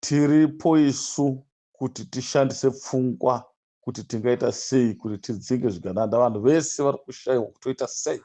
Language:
Shona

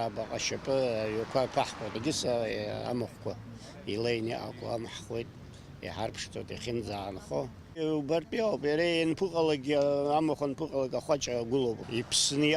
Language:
Abkhazian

